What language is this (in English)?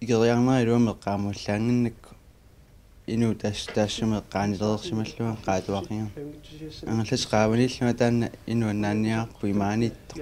Kalaallisut